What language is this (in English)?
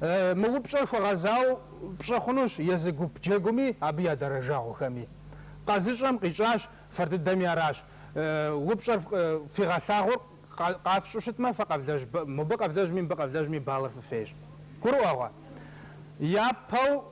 Kabardian